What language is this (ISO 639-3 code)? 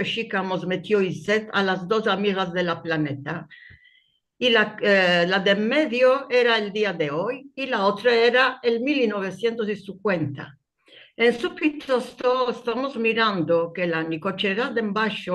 lad